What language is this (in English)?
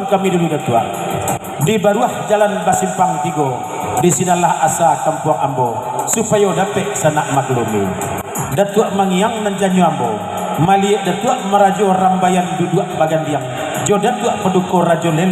Minangkabau